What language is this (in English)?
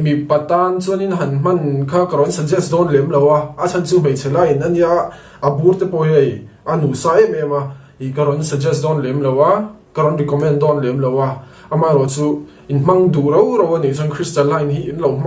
Mizo